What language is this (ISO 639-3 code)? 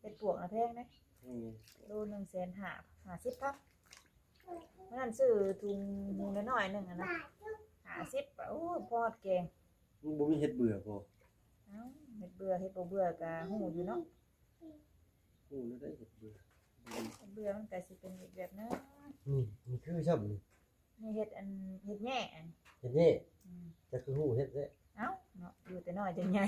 lao